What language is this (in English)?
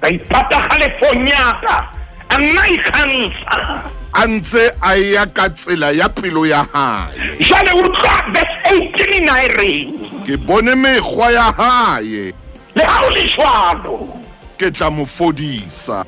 Southern Sotho